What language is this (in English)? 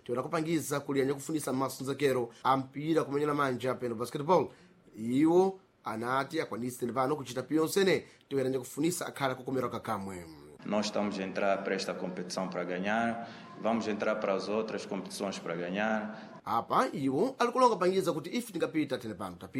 Sena